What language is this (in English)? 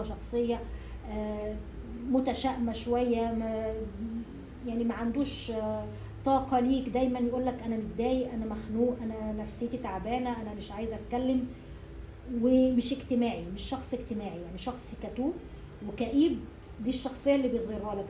Egyptian Arabic